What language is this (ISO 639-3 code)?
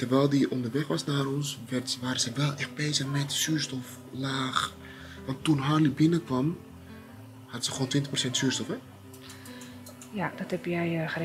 nld